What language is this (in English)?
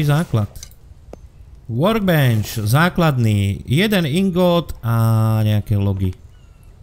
Slovak